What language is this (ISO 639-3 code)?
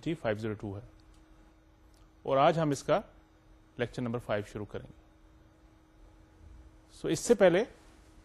urd